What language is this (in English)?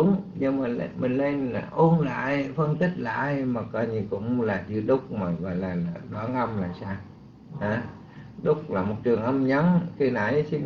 Vietnamese